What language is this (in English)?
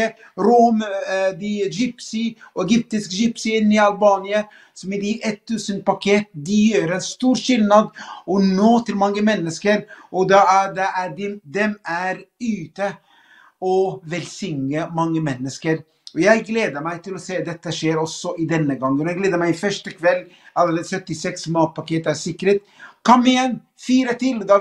Norwegian